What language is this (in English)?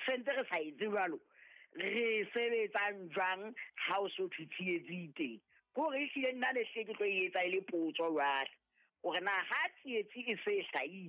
Southern Sotho